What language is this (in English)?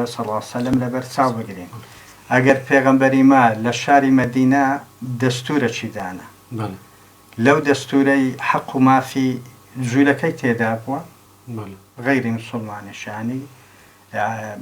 Central Kurdish